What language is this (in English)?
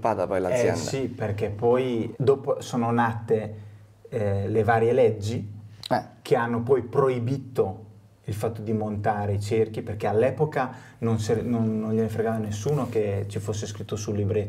Italian